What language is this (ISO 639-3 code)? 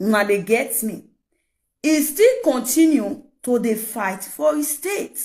pcm